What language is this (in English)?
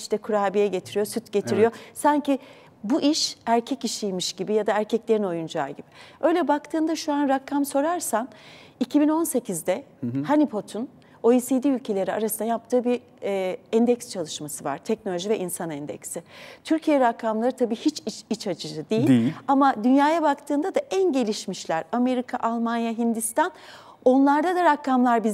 Turkish